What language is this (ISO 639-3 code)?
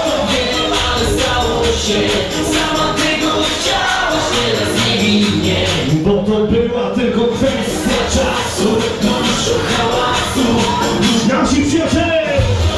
pol